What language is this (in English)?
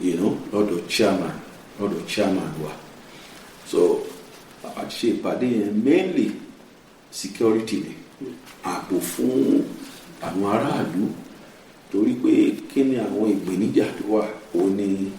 Yoruba